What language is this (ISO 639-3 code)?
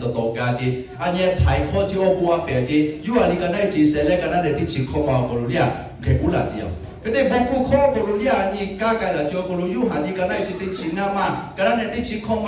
lhu